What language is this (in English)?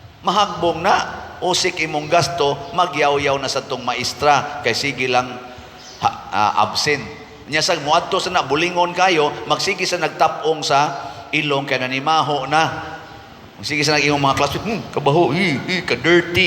Cebuano